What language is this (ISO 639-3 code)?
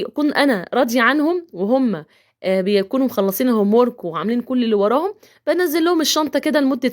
arz